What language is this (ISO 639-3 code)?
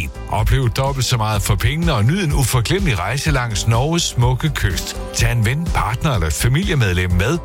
dan